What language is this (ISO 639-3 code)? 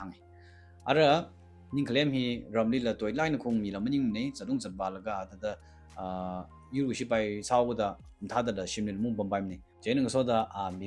nmf